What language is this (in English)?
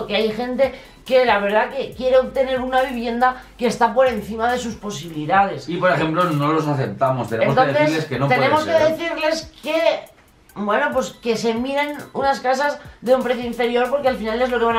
Spanish